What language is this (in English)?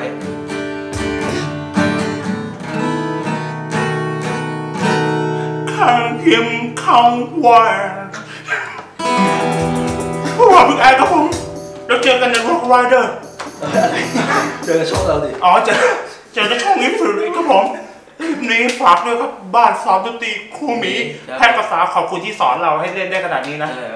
Thai